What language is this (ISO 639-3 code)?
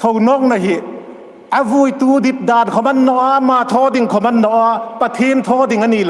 hmr